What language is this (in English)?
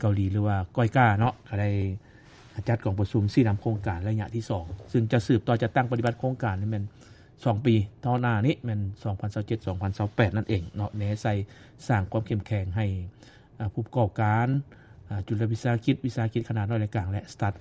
Lao